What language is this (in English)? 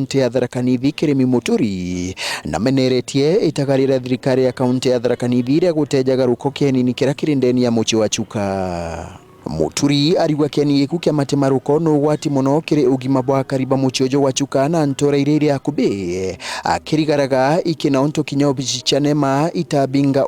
Meru